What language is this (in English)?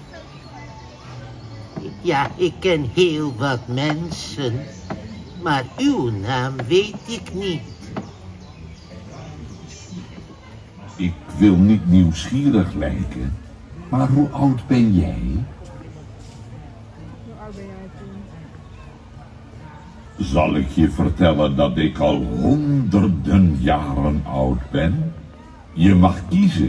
Dutch